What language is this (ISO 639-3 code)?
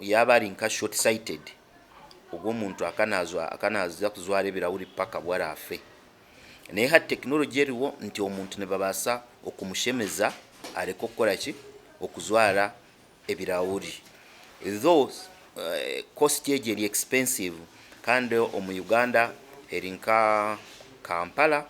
nyn